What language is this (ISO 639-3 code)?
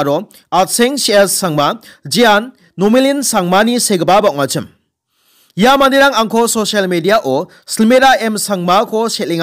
grt